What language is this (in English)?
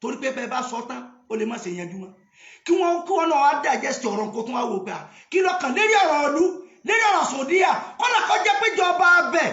Yoruba